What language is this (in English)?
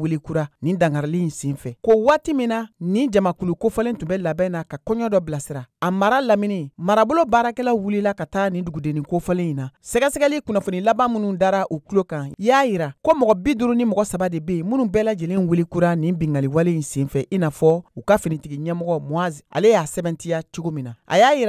Bambara